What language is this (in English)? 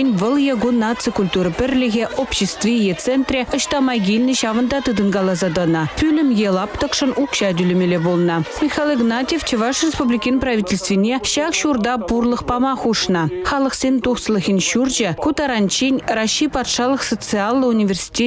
Chuvash